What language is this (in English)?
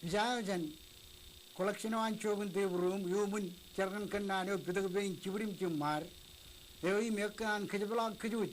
Marshallese